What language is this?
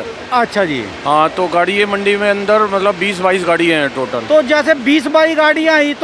Hindi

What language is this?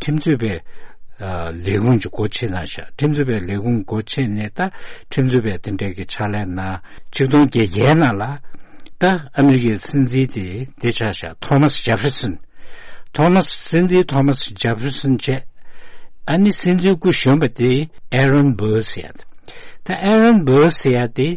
Tibetan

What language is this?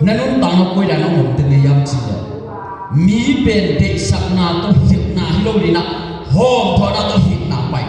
Tedim Chin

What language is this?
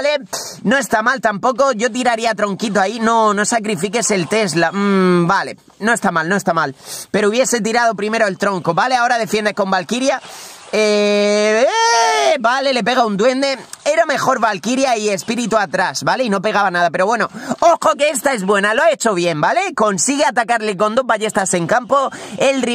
Spanish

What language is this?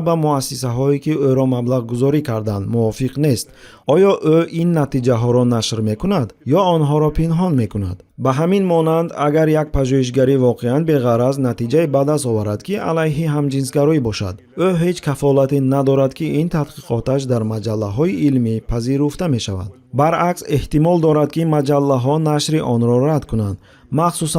Tajik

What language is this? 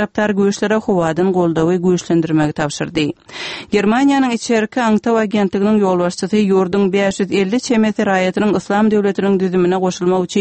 Turkmen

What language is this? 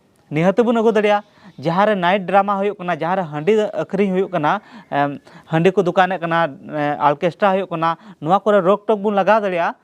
Santali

